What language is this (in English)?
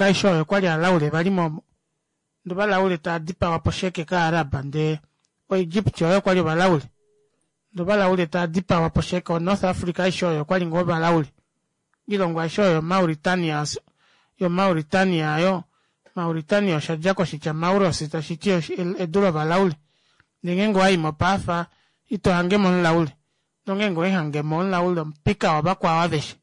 Kuanyama